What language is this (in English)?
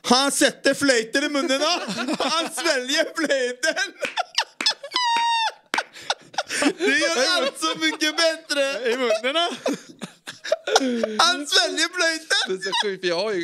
Swedish